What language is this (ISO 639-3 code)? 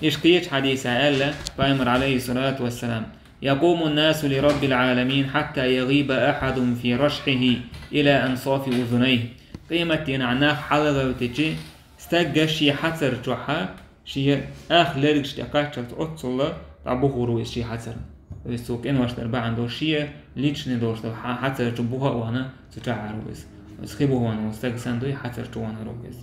che